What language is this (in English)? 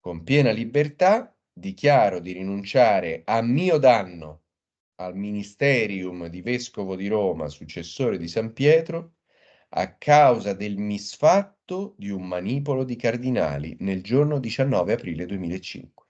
Italian